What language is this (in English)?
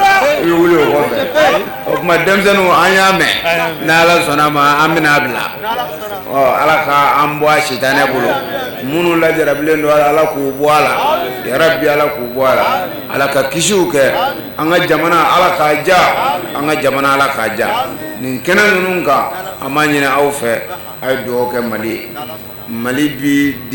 Bambara